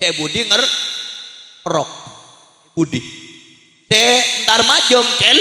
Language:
Madurese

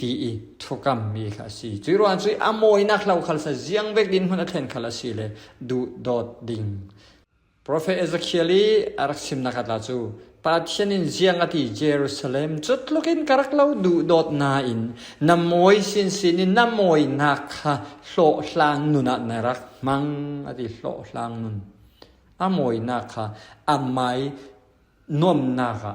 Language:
Falam Chin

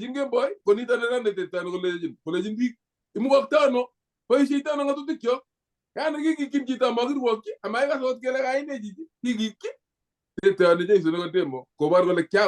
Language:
Kalenjin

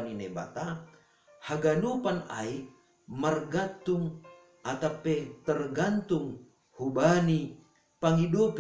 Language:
Batak Simalungun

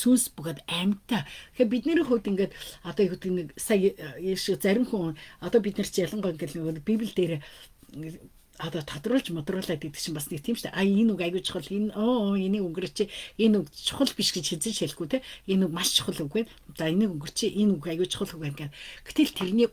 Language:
Mongolian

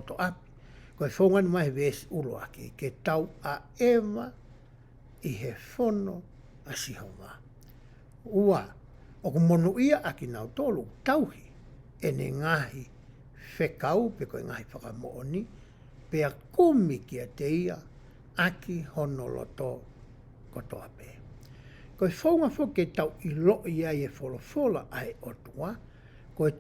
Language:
Tongan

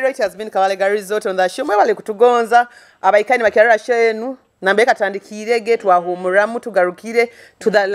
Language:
Nyoro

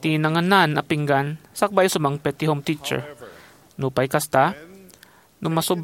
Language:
Iloko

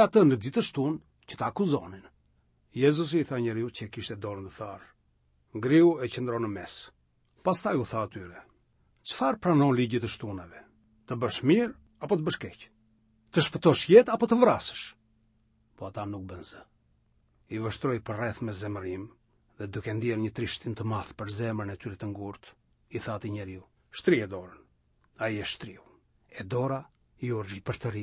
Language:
Albanian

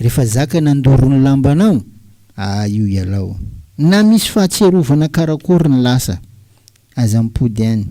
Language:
Malagasy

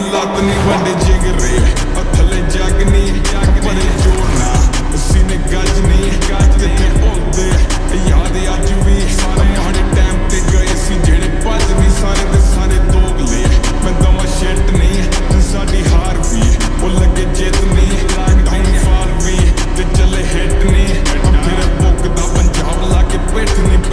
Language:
Punjabi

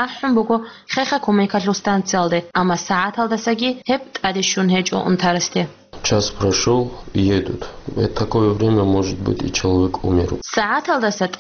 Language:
Avaric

